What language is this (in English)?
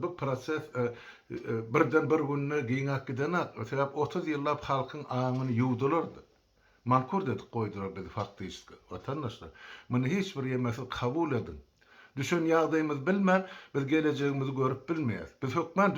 Turkmen